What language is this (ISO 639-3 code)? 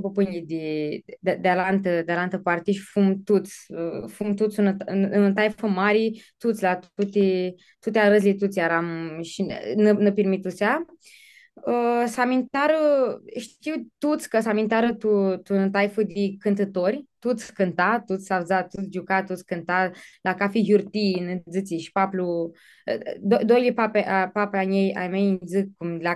rup